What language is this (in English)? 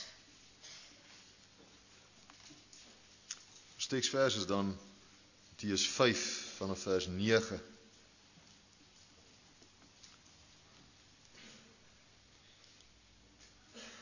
Afrikaans